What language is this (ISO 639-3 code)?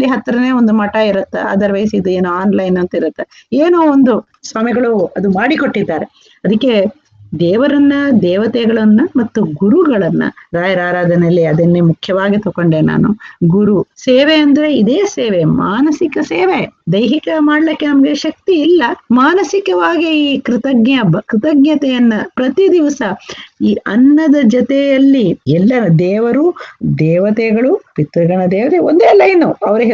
kan